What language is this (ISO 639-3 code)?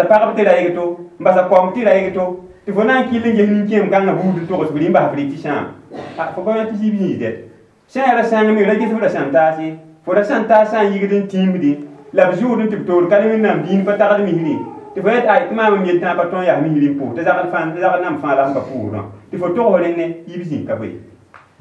mos